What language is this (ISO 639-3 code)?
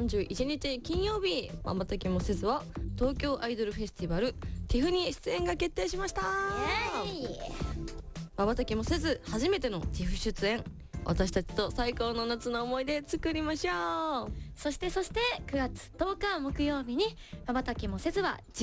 jpn